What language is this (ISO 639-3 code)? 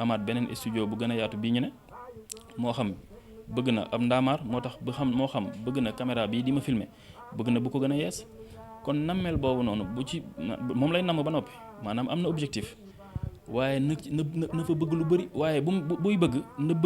wol